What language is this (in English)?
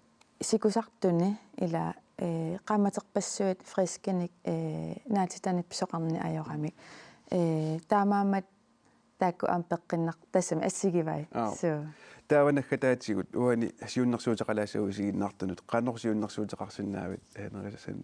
Kalaallisut